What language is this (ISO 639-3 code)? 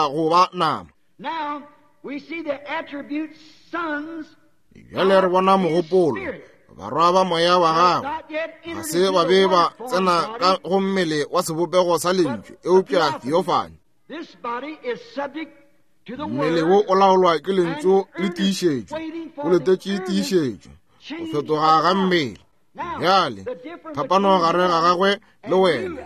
nso